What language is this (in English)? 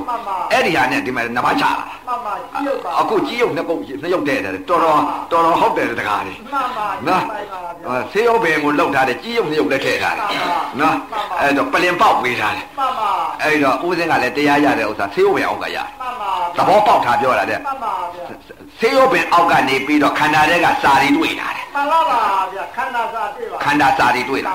Burmese